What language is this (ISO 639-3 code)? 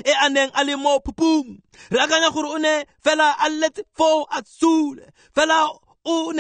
tsn